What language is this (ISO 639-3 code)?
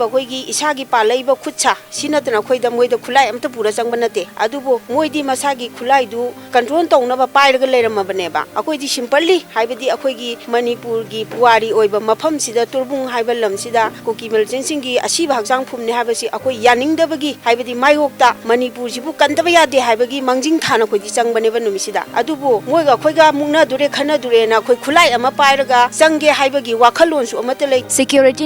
mni